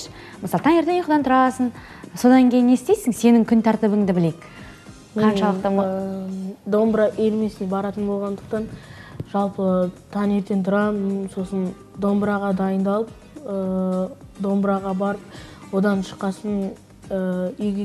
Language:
Kazakh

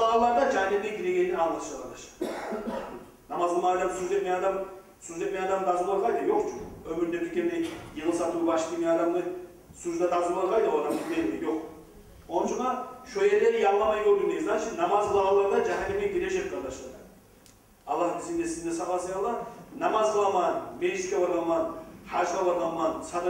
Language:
Kumyk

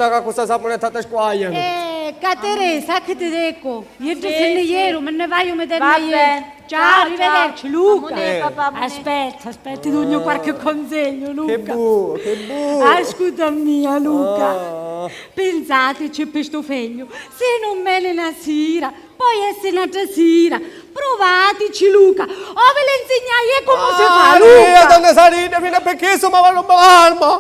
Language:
Sicilian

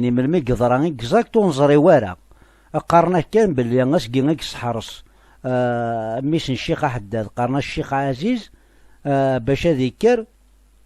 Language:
Kabyle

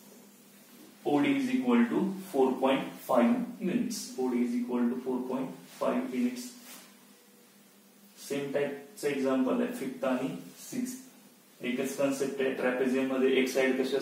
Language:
Marathi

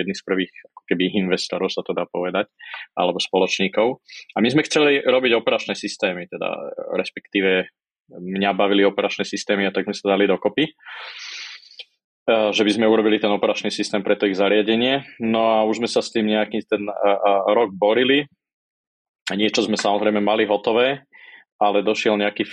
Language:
Slovak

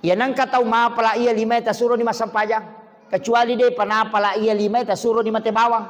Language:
Buginese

